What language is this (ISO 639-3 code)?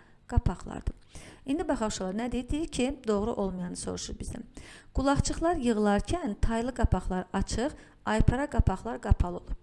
aze